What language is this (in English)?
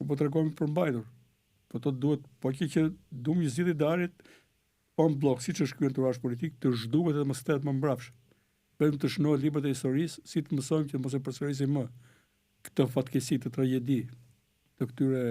Albanian